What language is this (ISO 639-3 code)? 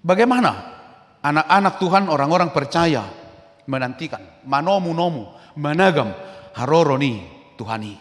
bbc